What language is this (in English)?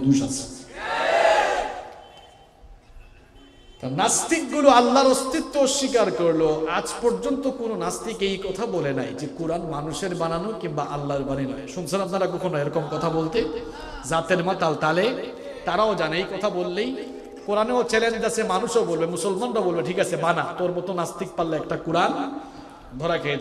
Bangla